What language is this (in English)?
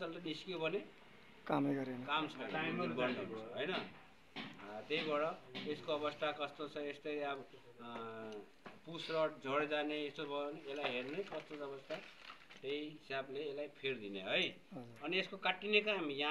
Nepali